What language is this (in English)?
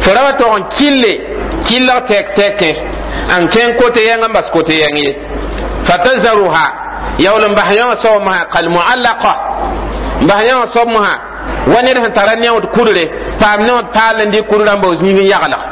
Mossi